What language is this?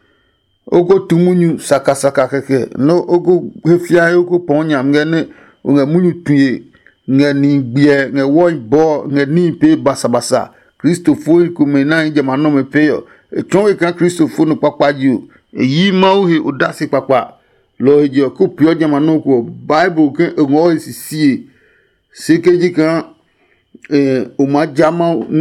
Adangme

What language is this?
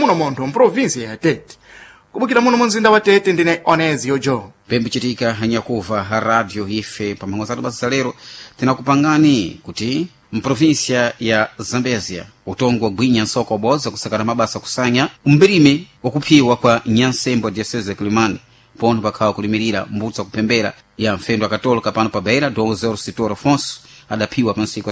Sena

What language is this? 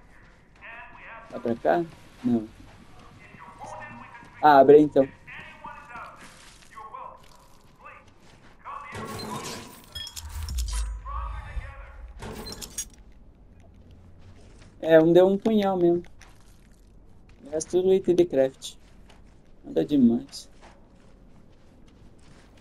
Portuguese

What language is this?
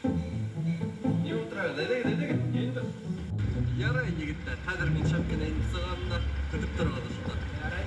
Bashkir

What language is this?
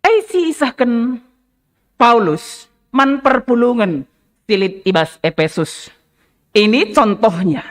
Batak Karo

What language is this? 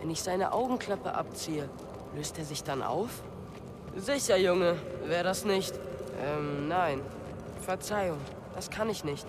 Bavarian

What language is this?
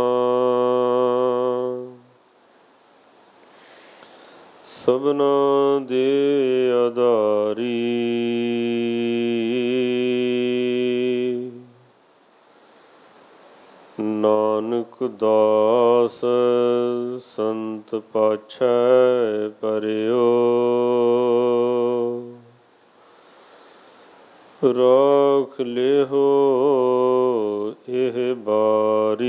Punjabi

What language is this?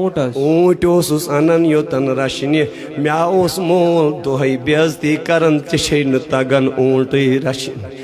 Kashmiri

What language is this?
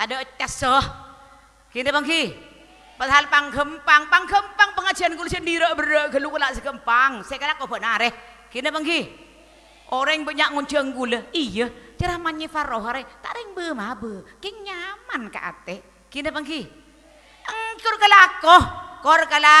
Madurese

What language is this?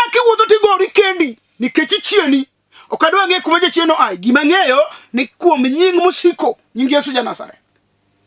Luo (Kenya and Tanzania)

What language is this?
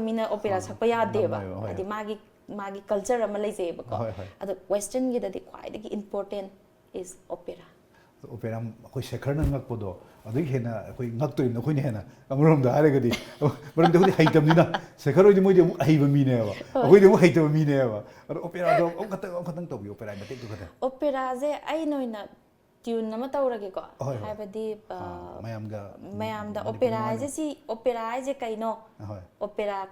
Manipuri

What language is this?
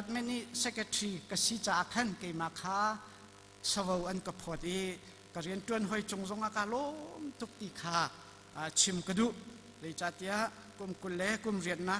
Hakha Chin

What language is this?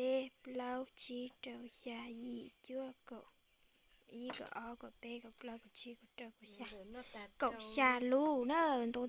Hmong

